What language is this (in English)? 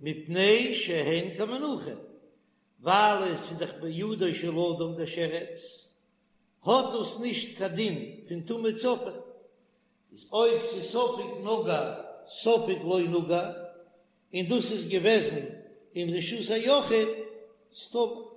Yiddish